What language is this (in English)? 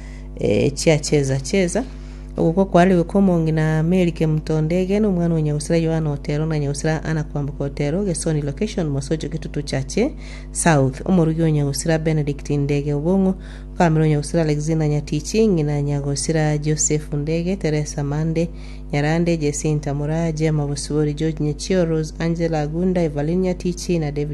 Gusii